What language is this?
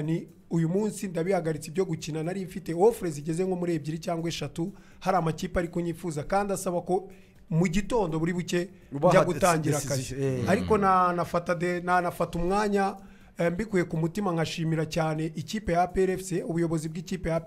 Kinyarwanda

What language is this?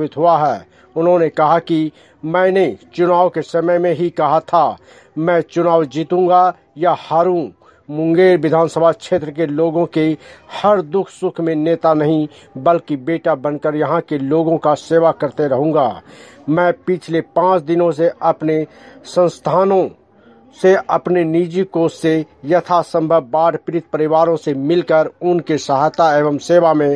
Hindi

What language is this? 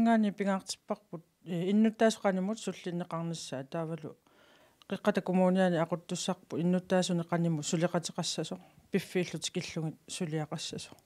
Kalaallisut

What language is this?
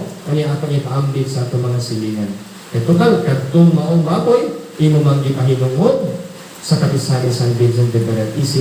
Cebuano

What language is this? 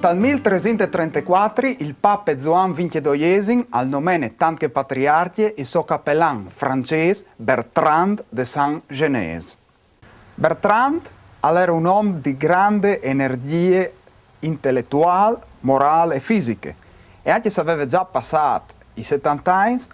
Friulian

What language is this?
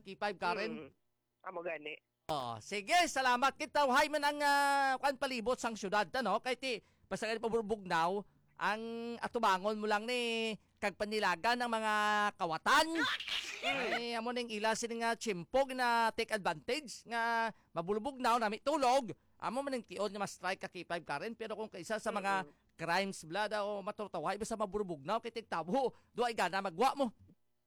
Hiligaynon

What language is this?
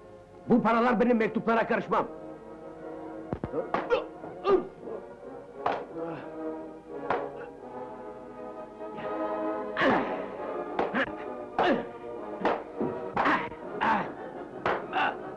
Turkish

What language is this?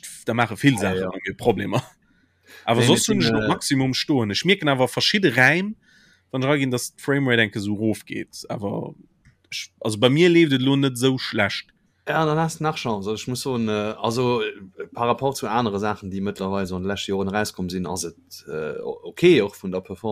Luxembourgish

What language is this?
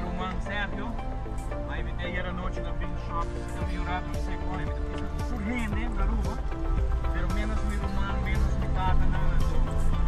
Papiamento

